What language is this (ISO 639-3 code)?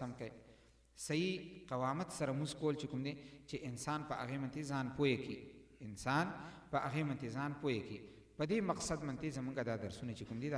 pus